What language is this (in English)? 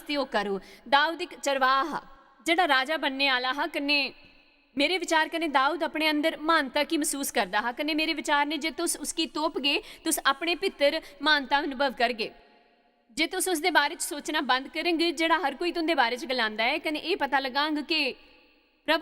Dogri